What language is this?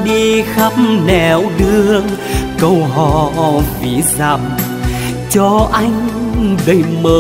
Vietnamese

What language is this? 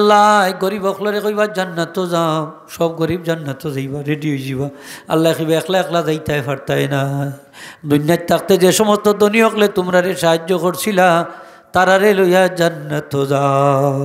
Sylheti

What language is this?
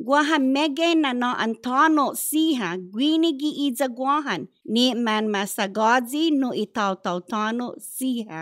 Chamorro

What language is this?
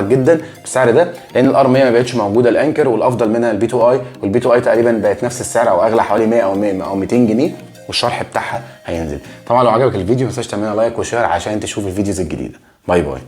Egyptian Arabic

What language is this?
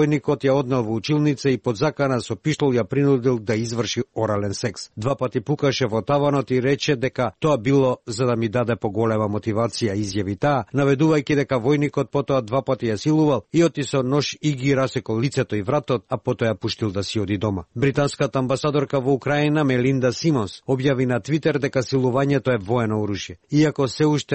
Macedonian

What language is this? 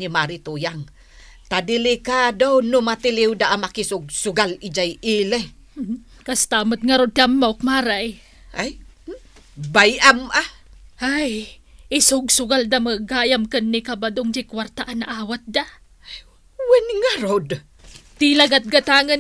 Iloko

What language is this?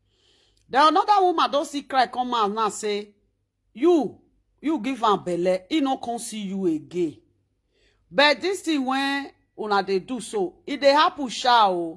Nigerian Pidgin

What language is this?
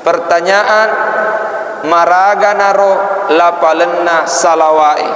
Buginese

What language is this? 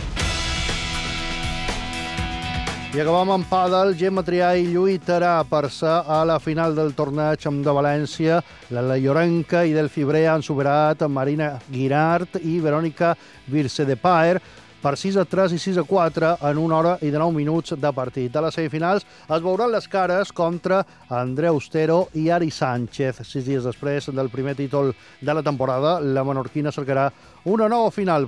Catalan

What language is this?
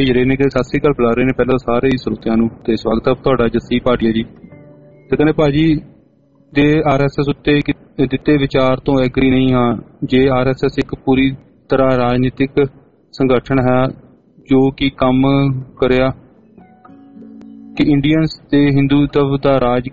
Punjabi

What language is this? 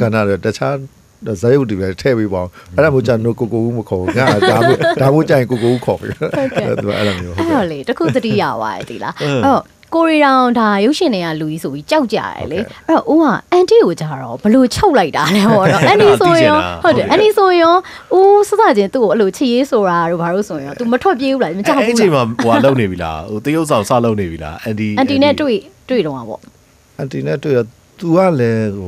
Burmese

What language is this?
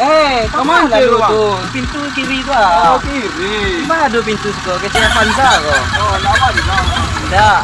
Minangkabau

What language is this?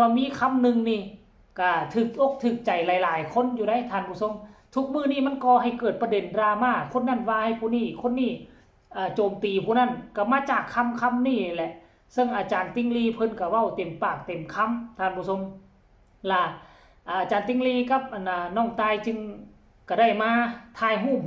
Northeastern Thai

